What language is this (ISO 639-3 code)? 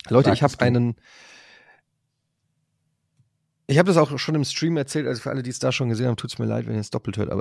deu